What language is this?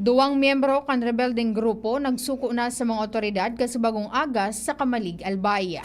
Bikol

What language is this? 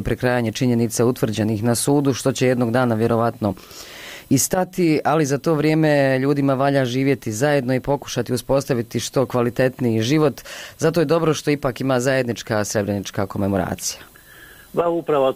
Bosnian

